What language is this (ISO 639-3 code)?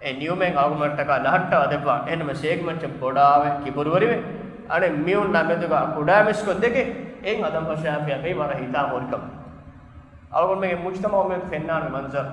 div